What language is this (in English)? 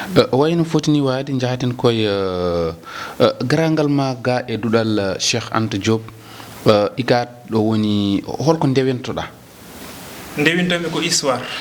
Fula